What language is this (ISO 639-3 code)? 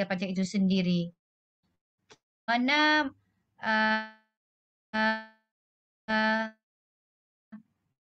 msa